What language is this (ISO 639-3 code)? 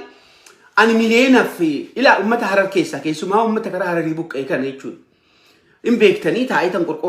orm